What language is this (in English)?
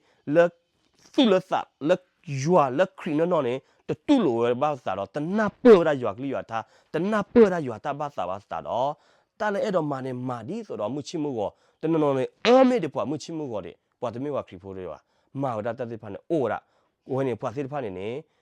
S'gaw Karen